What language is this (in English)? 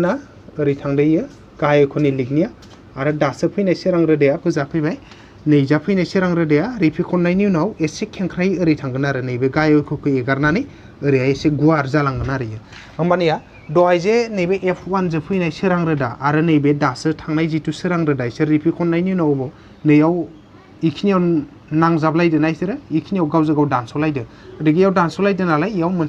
Bodo